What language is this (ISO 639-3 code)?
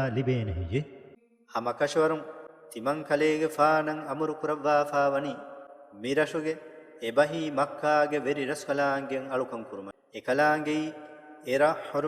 div